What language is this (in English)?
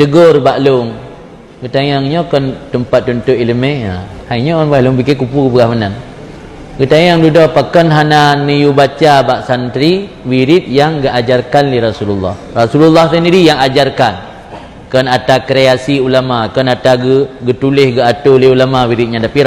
Achinese